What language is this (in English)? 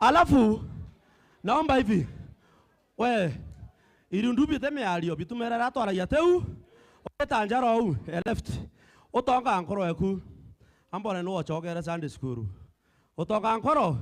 Meru